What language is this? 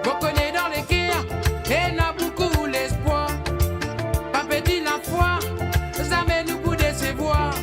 Morisyen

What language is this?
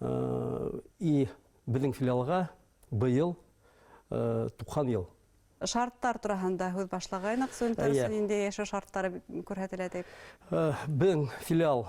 Bashkir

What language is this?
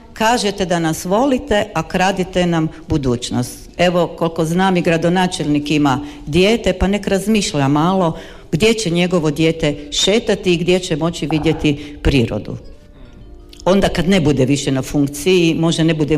Croatian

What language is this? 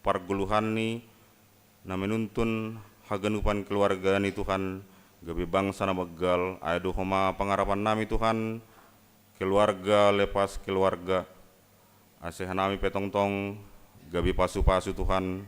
Batak Simalungun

